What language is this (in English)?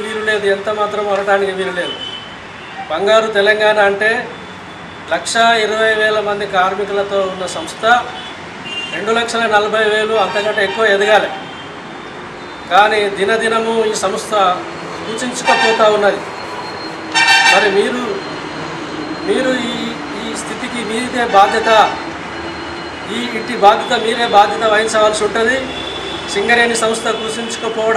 Telugu